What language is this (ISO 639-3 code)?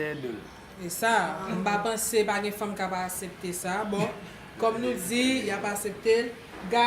hat